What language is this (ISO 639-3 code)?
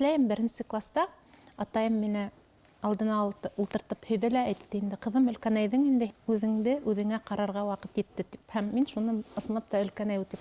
bak